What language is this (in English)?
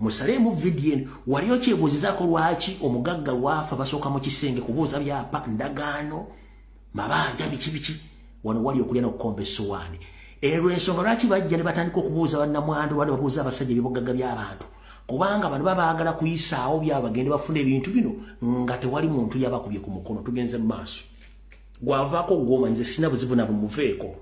Ganda